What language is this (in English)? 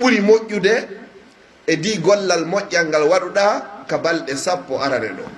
Pular